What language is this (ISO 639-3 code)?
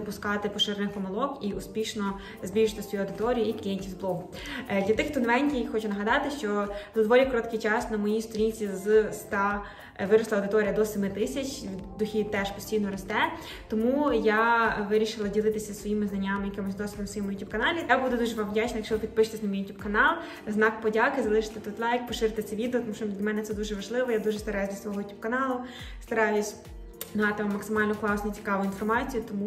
ukr